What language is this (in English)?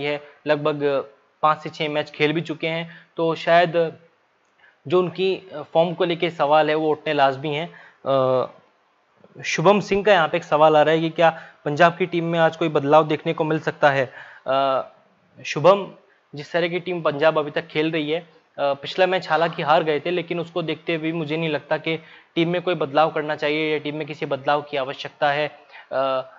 Hindi